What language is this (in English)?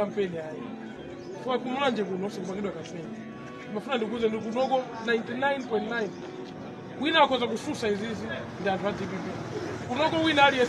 Nyanja